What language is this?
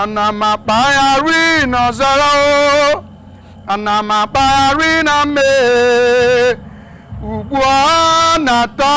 Igbo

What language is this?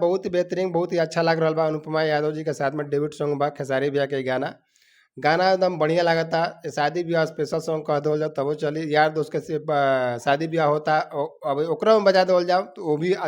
Bhojpuri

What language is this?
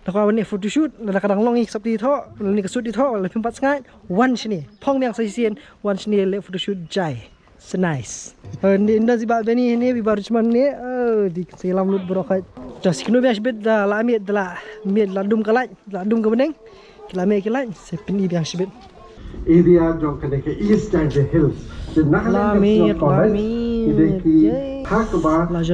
Khasi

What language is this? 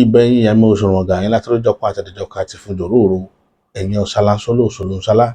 Yoruba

